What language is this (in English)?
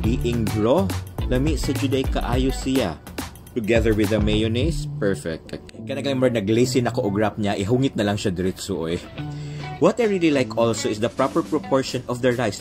Cebuano